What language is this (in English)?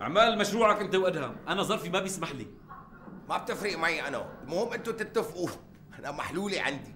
North Levantine Arabic